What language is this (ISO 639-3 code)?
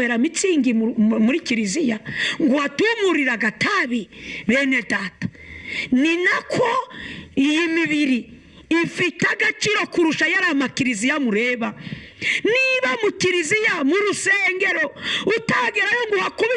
kin